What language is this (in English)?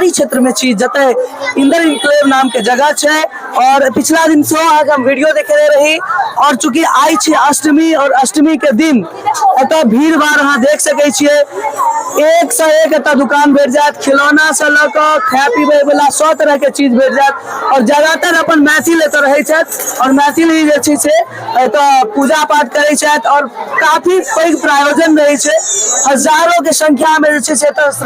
Maithili